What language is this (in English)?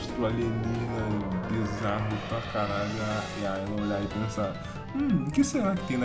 Portuguese